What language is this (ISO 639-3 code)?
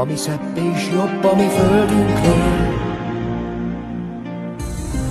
hun